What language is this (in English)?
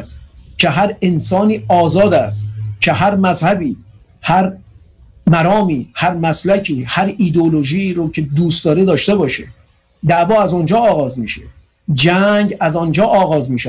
Persian